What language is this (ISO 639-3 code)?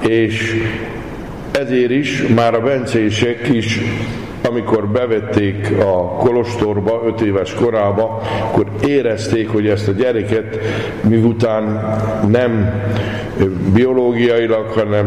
hun